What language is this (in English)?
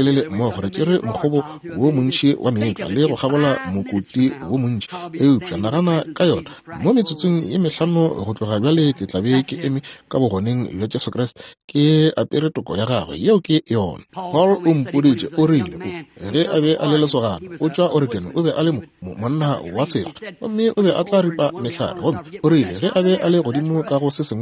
Northern Sotho